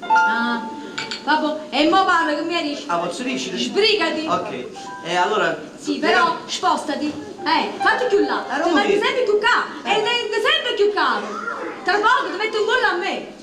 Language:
Neapolitan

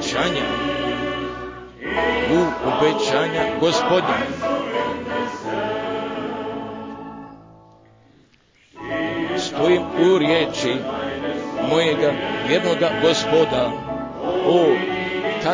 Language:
Croatian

